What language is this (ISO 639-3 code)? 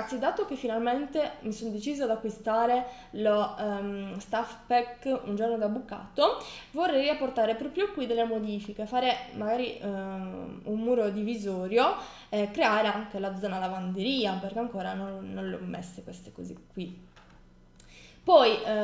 ita